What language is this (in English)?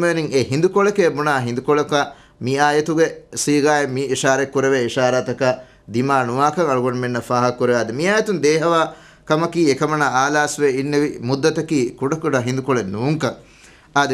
Divehi